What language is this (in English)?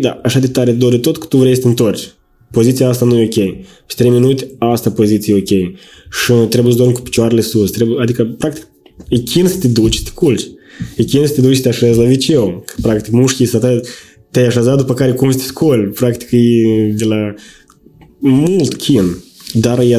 Romanian